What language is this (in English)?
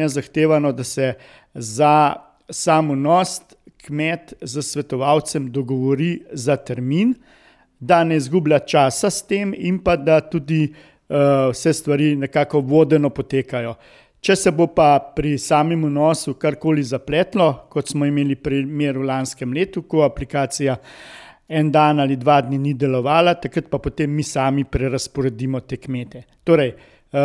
Slovenian